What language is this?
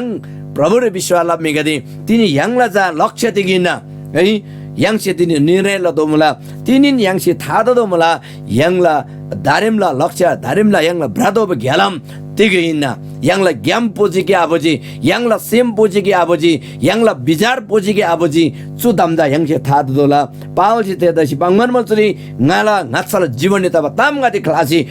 Eastern Tamang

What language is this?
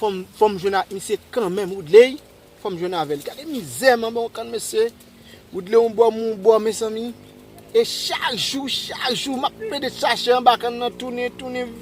Haitian Creole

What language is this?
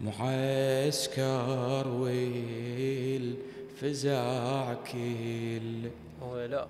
Mesopotamian Arabic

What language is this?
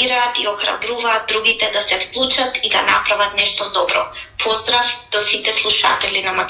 Macedonian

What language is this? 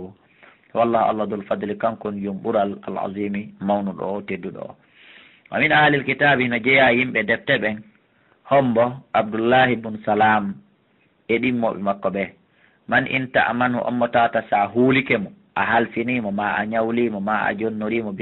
Fula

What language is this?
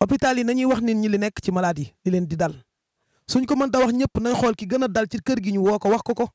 Wolof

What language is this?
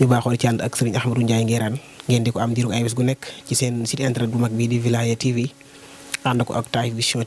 Wolof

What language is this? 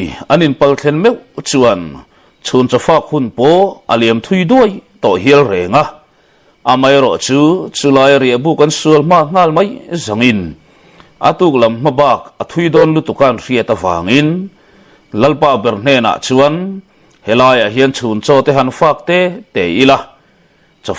Mizo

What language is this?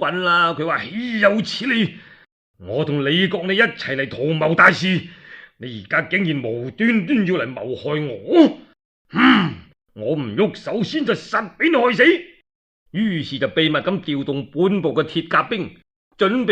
Cantonese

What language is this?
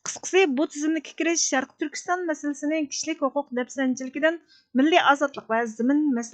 Uyghur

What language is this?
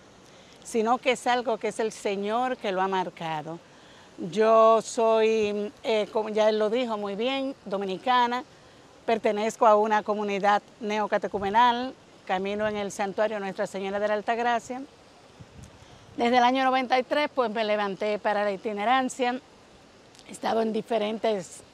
Spanish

